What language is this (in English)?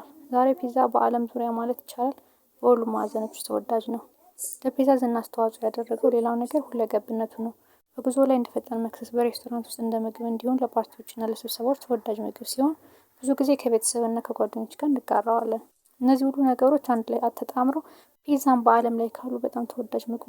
Amharic